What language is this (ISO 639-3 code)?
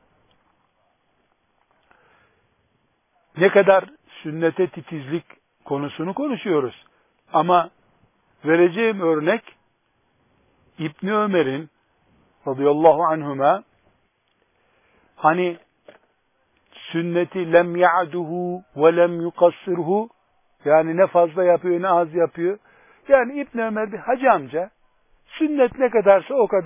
tur